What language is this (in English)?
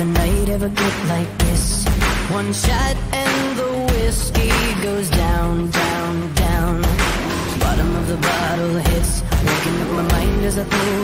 English